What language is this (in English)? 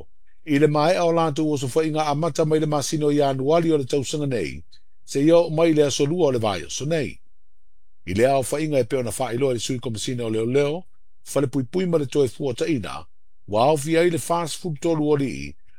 Samoan